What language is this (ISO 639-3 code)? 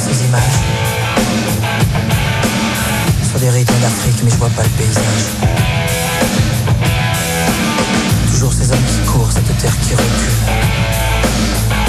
fra